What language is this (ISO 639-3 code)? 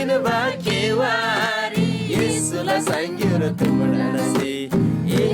taj